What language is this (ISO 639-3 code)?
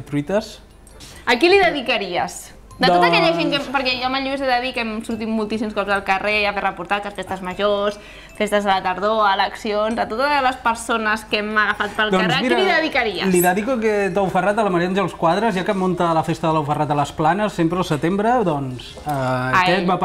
cat